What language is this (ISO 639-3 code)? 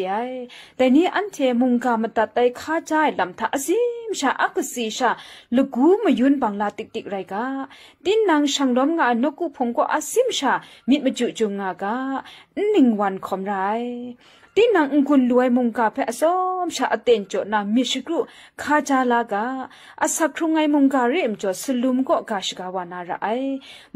kac